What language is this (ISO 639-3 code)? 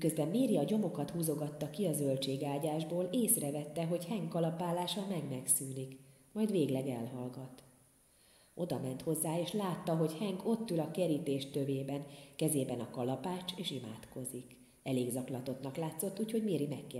hun